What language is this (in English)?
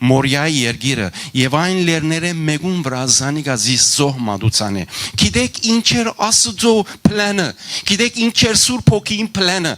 Western Armenian